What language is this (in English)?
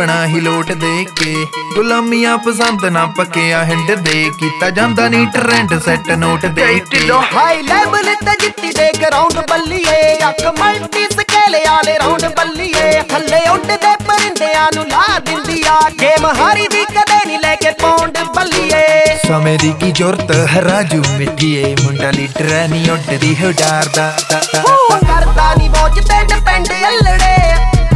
Punjabi